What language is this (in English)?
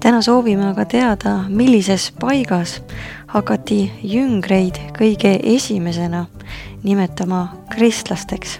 Estonian